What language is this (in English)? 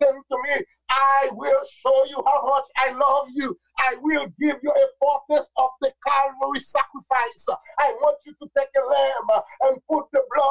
Haitian Creole